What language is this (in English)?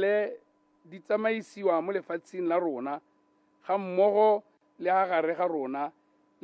Tswana